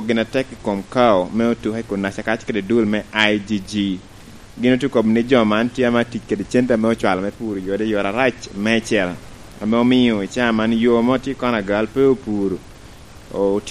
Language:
Lango (Uganda)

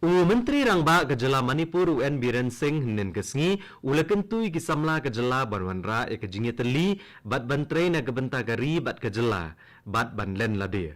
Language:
Khasi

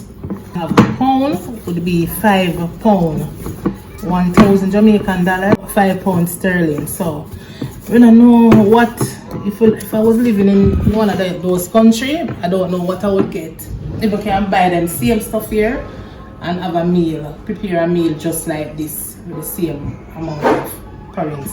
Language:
Jamaican Creole English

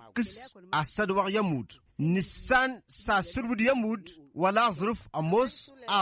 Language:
Tamasheq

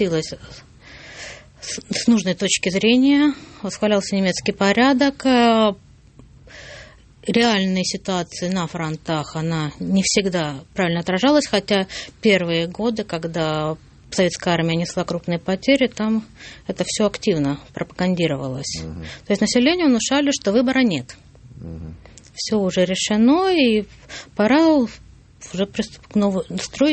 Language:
Russian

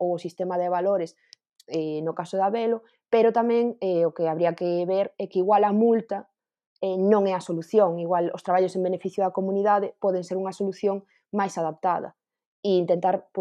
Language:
Galician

